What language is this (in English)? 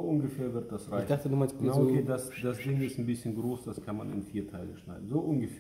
German